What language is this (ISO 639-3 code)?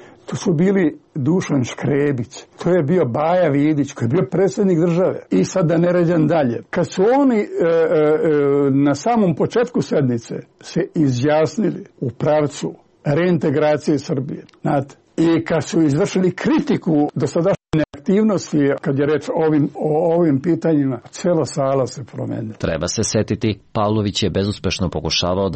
srp